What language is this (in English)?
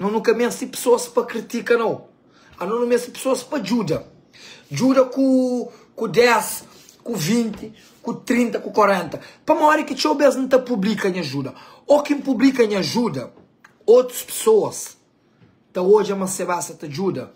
Kabuverdianu